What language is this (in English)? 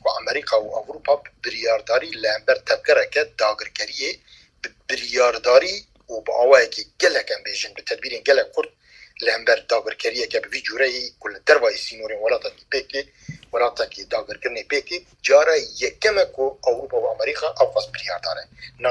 Kurdish